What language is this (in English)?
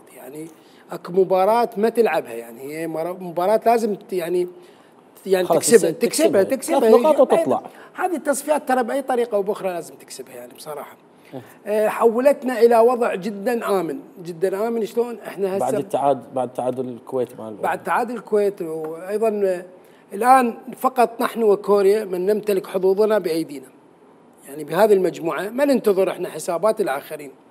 Mesopotamian Arabic